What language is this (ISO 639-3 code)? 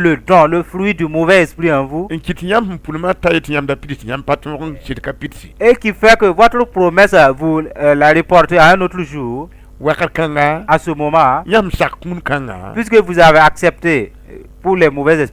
mos